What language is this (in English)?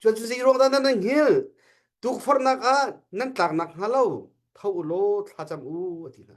Hakha Chin